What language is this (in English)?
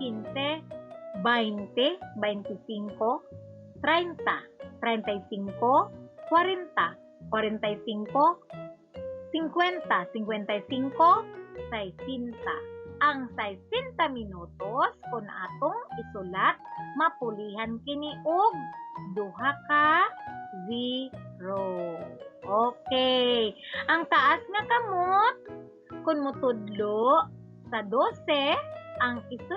Cebuano